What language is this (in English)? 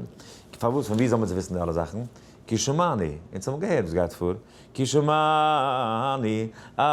Yiddish